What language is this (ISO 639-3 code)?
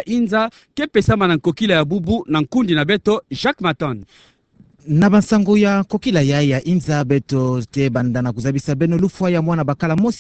ktu